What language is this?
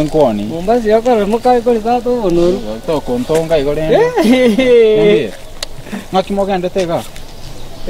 Gusii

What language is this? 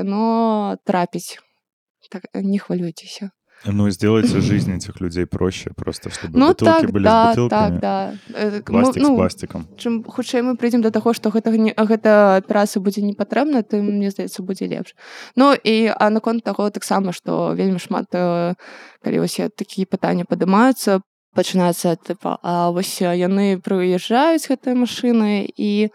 Belarusian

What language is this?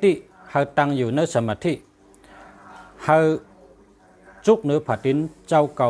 Shan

